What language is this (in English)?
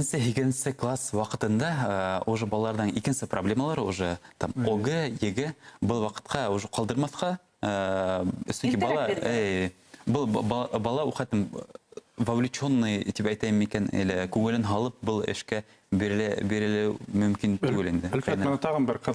Bashkir